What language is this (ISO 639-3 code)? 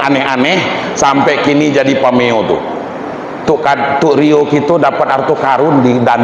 min